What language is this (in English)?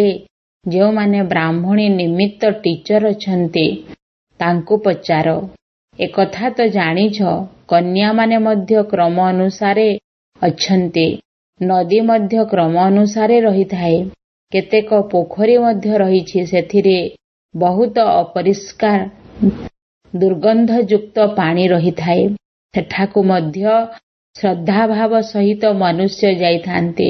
Odia